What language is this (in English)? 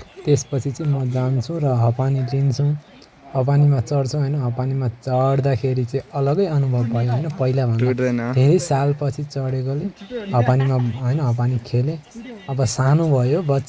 Nepali